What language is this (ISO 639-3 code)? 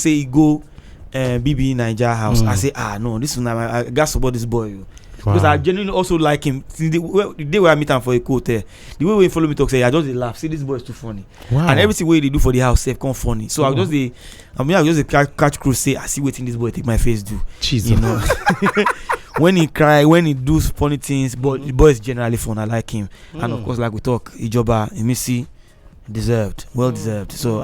pcm